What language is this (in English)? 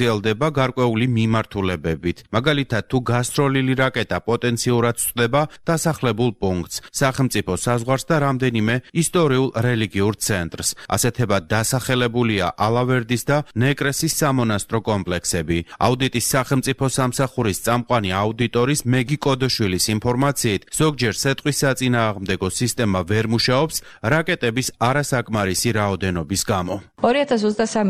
Georgian